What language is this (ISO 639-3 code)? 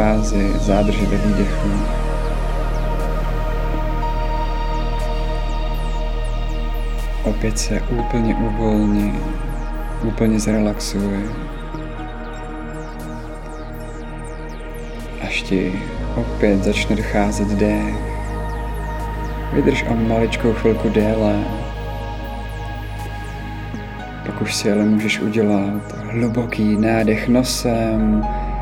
ces